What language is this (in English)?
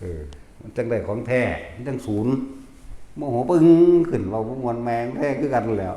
Northeastern Thai